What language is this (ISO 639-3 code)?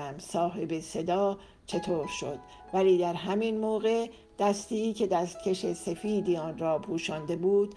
fas